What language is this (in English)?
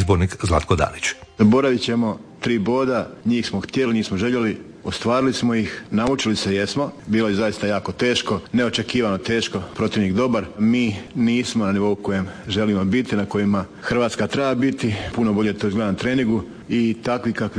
Croatian